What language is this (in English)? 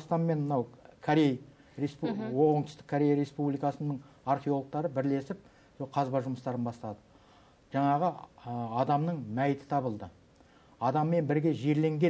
Kazakh